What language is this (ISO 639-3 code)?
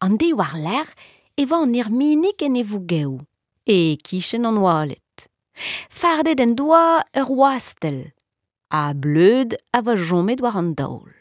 bre